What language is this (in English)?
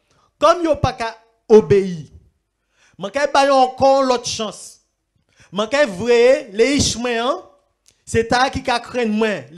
Guadeloupean Creole French